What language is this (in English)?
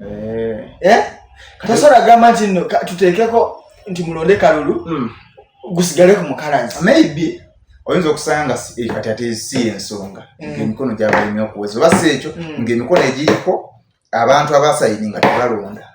Ganda